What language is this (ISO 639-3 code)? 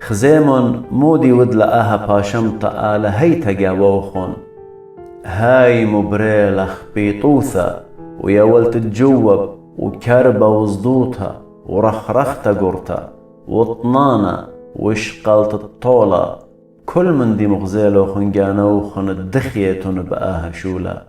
aii